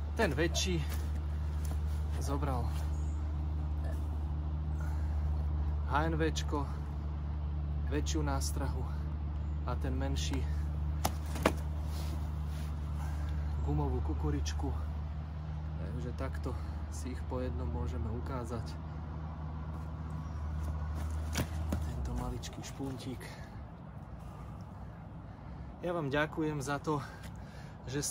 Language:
Slovak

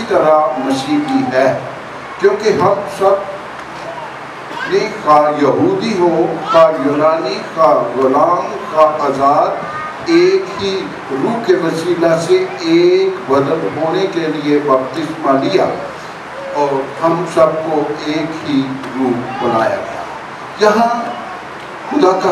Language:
Urdu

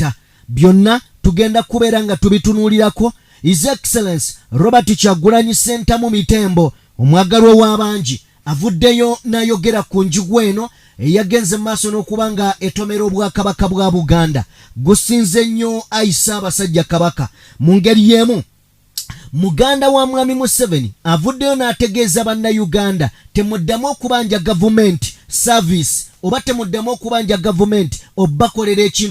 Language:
Ganda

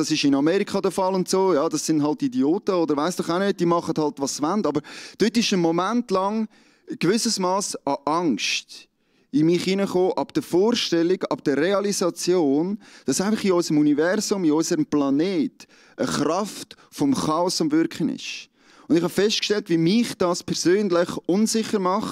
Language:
Swiss German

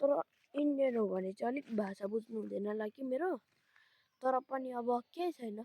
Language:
Nepali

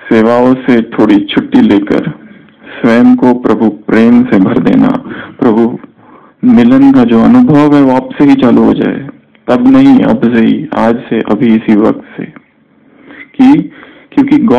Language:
Hindi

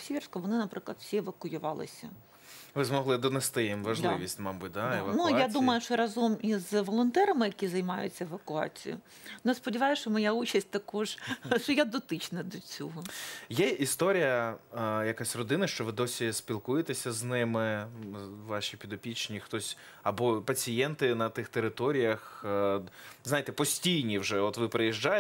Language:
Ukrainian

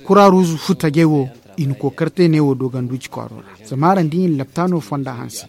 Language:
Zarma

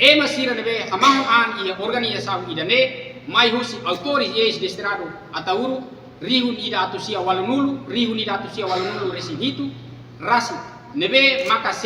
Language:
Tetum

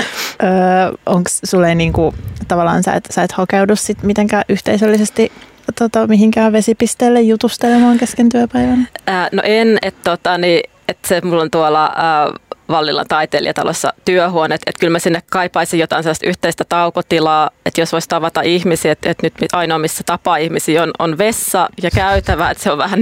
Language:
Finnish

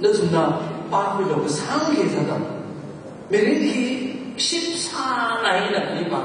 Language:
Tangkhul Naga (India)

